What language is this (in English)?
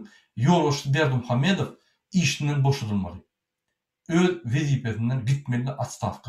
Turkmen